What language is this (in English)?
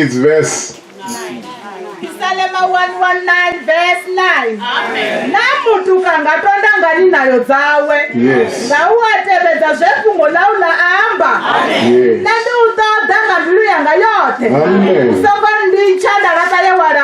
Venda